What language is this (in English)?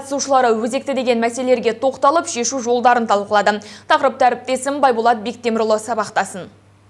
Kazakh